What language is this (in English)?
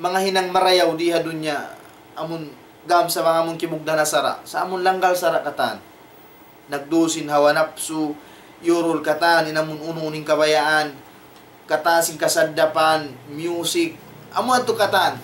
Tausug